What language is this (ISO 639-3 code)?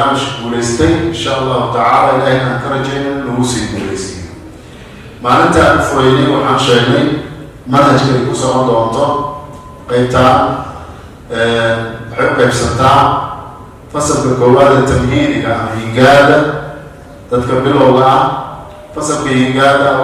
som